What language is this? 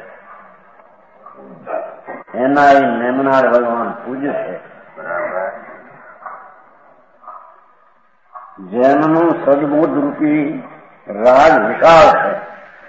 Gujarati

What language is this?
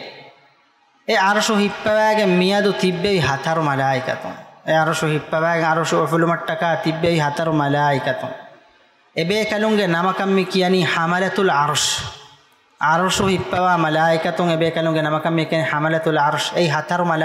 Divehi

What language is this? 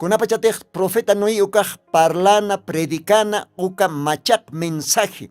Aymara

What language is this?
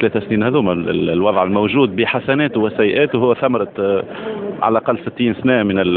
Tunisian Arabic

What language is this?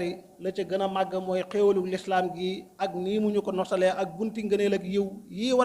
Wolof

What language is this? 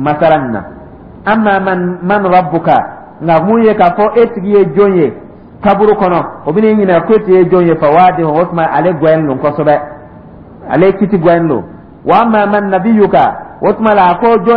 Dyula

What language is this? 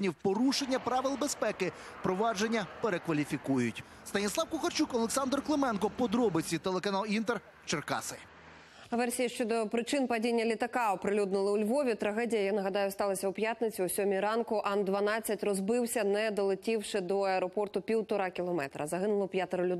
Ukrainian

